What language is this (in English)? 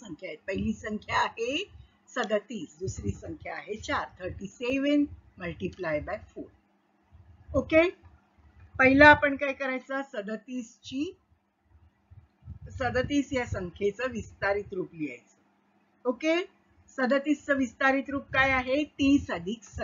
Marathi